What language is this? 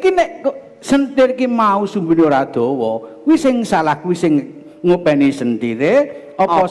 Javanese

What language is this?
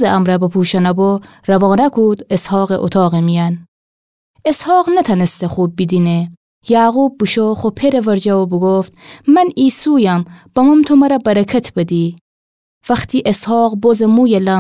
Gilaki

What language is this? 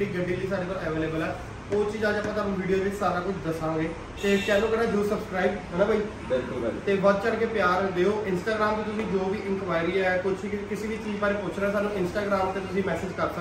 Punjabi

